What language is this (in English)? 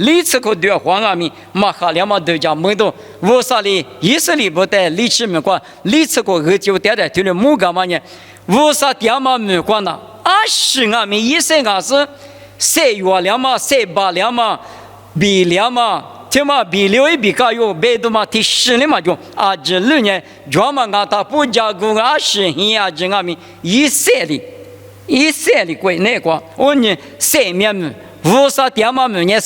Lisu